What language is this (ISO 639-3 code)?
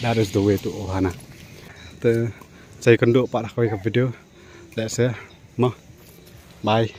kha